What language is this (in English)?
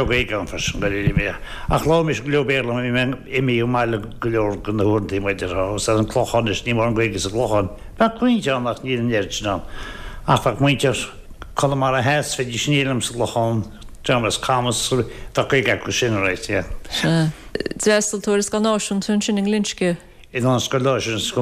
Irish